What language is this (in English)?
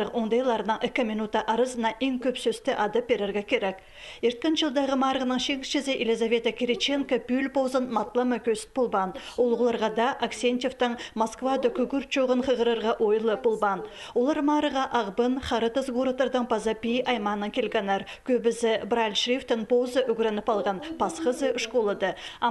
Khakas